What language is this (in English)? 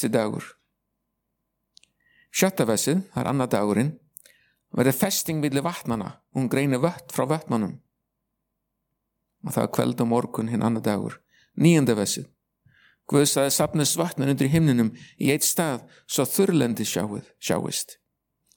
Icelandic